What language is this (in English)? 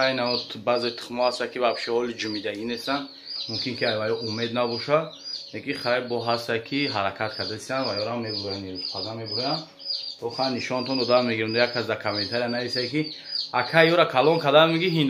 Tajik